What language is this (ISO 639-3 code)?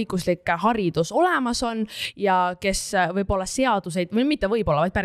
est